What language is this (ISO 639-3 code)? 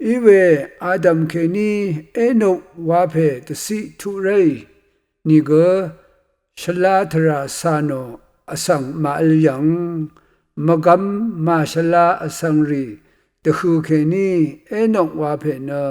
raw